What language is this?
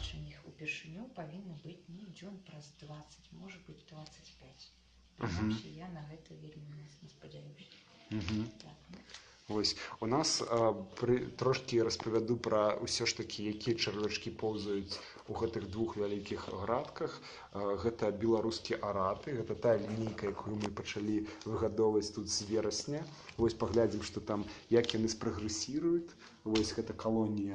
Belarusian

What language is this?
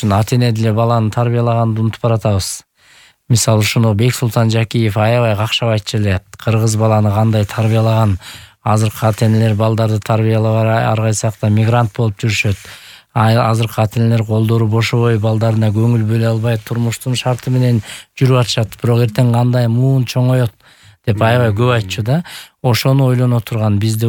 Kyrgyz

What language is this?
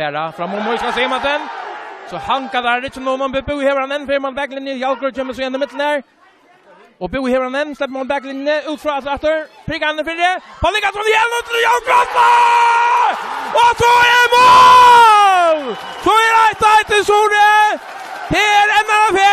Faroese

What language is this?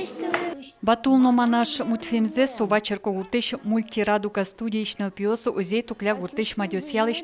Udmurt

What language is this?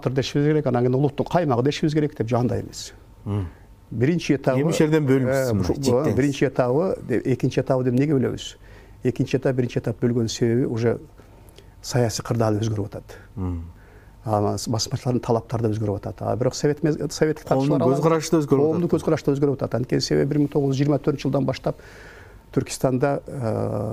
Kyrgyz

